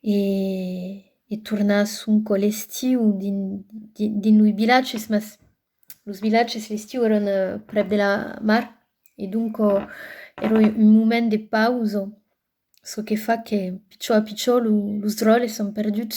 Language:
Occitan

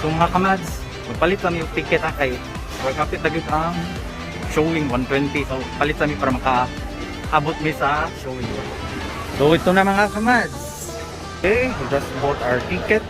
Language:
Cebuano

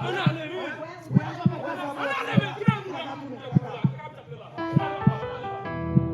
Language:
Haitian Creole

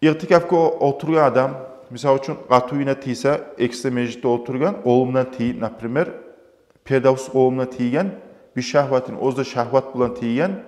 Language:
Kumyk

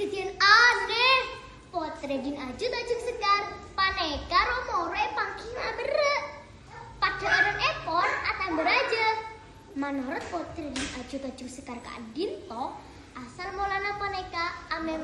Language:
Madurese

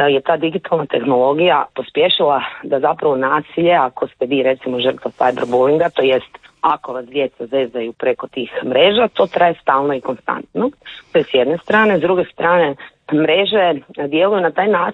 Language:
Croatian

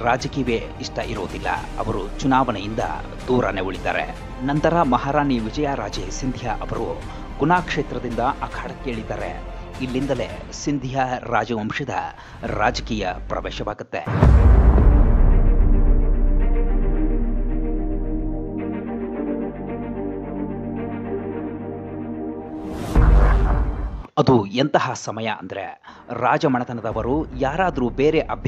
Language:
Kannada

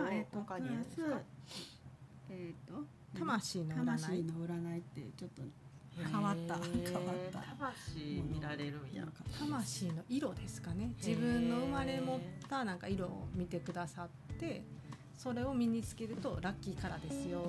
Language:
Japanese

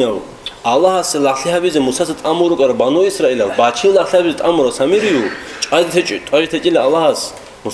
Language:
Avaric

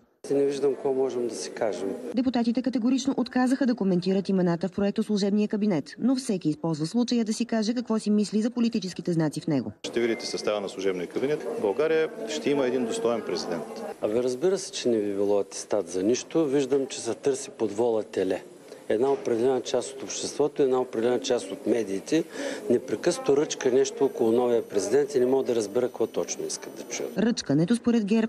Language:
Bulgarian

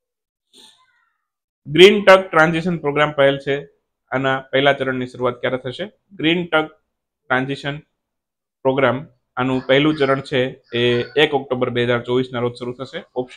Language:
Gujarati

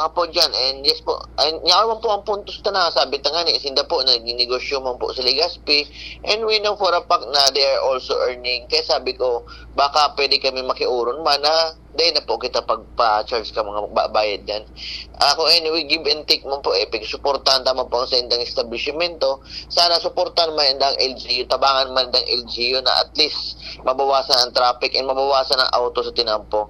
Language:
Bikol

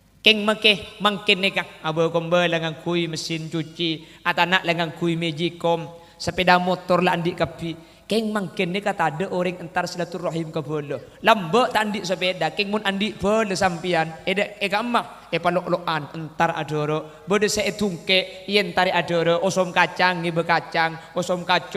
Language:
Madurese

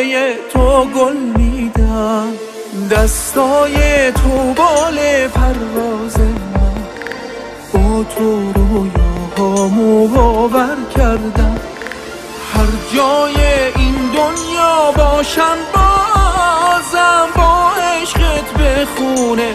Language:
Persian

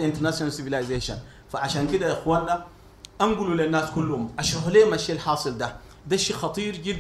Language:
Sudanese Arabic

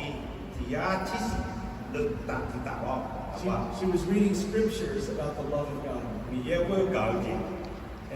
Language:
Akha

